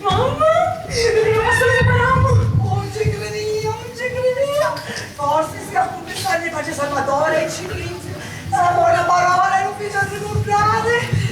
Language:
Sicilian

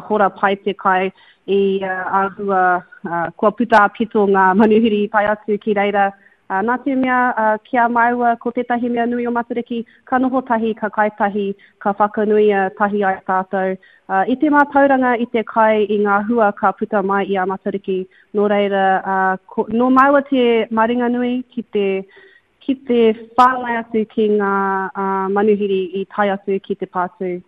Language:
Māori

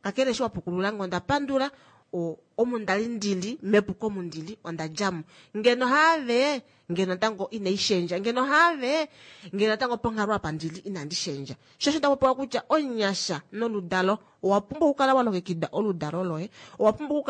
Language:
Kuanyama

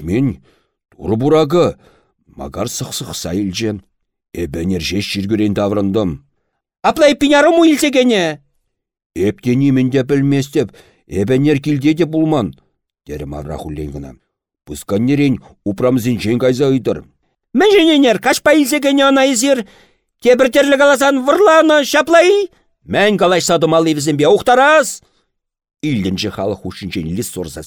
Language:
Chuvash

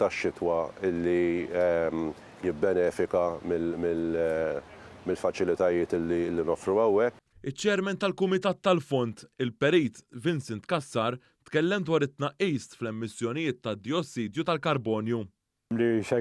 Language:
Maltese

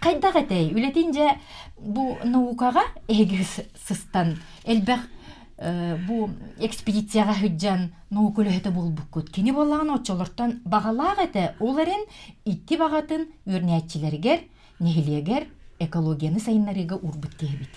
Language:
Yakut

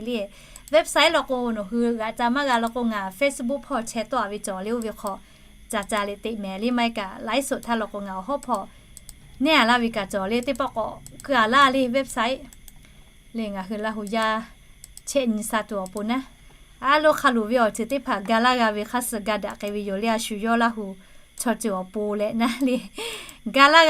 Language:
Lahu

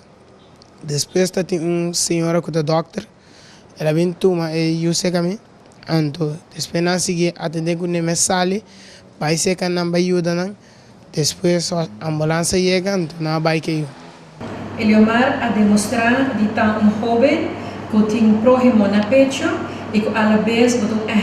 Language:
Papiamento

